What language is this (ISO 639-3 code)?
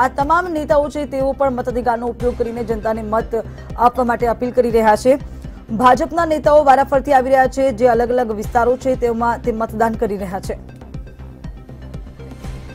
guj